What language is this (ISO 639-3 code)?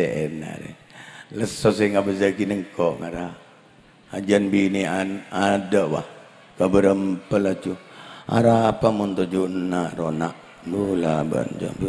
mad